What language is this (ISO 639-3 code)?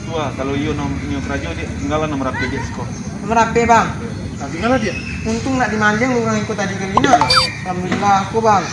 min